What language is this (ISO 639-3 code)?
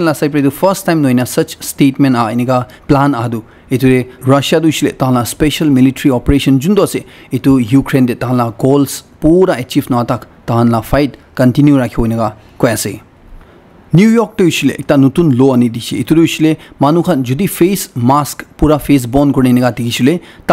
nag